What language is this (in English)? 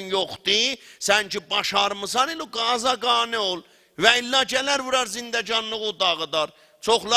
South Azerbaijani